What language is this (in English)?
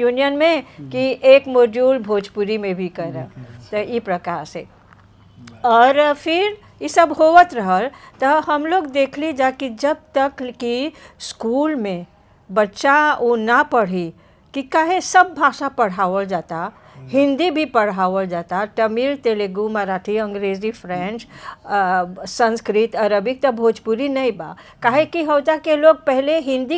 Bhojpuri